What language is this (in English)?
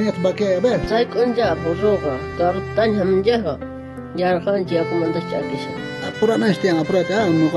South Bolivian Quechua